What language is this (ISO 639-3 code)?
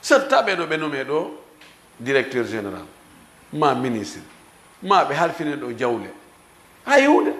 ful